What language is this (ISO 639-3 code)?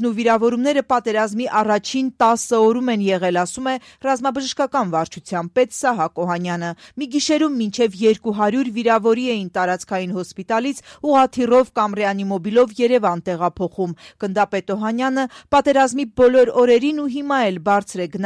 hye